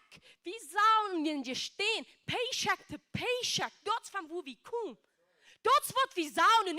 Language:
Plautdietsch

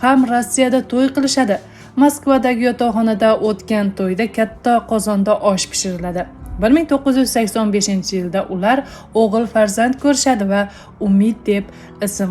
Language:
Uzbek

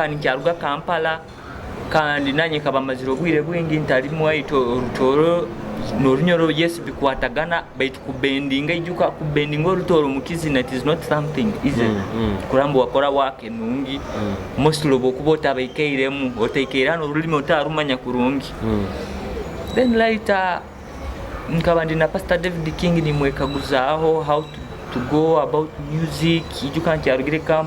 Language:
Nyoro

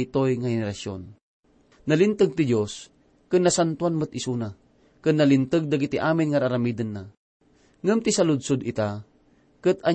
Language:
Iloko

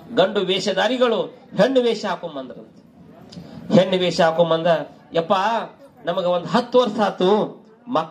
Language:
Kannada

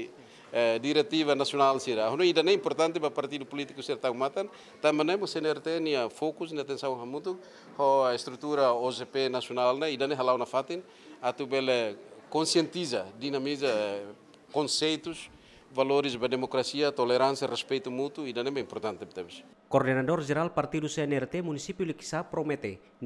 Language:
Tetum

